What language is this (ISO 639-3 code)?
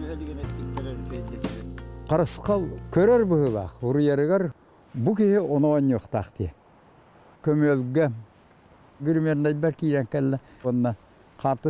sah